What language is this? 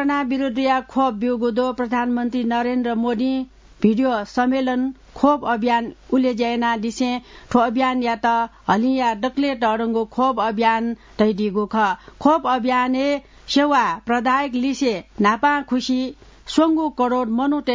Newari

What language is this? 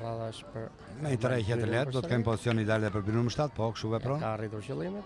Albanian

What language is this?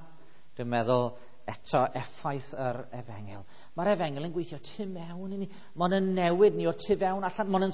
Welsh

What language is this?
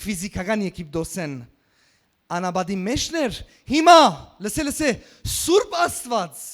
Western Armenian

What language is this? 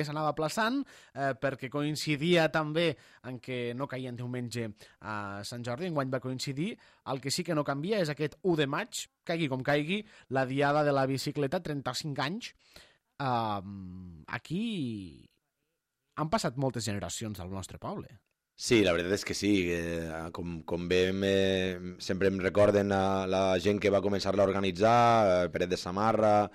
Catalan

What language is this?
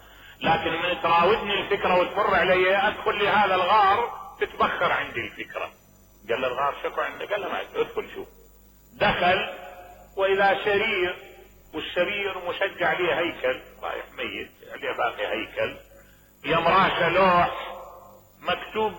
Mesopotamian Arabic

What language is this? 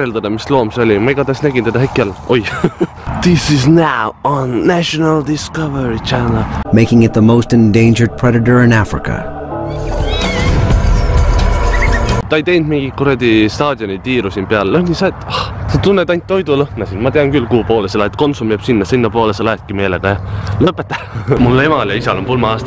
Estonian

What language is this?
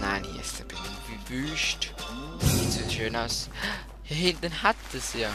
Swiss German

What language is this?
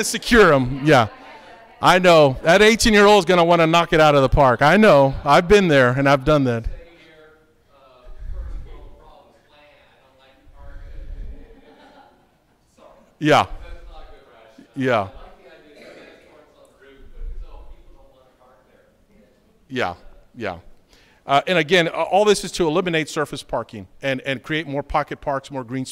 English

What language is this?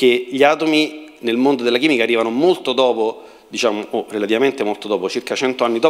Italian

